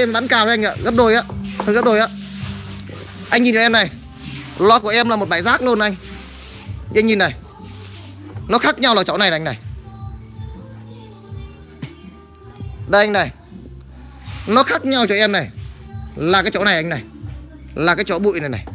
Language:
Vietnamese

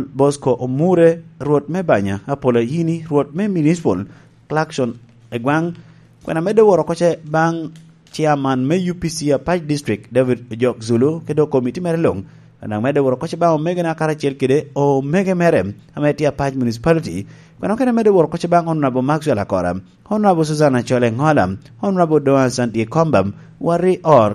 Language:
Lango (Uganda)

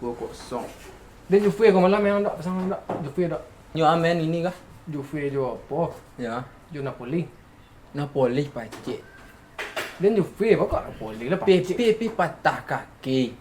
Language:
Minangkabau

